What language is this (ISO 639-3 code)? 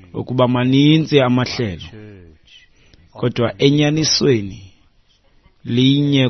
xho